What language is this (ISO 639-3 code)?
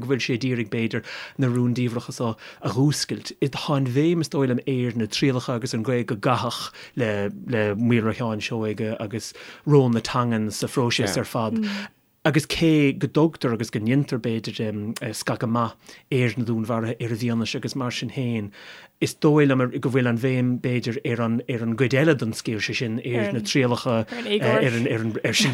gle